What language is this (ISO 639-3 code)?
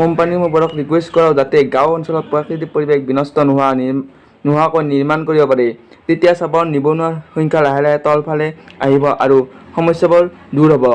asm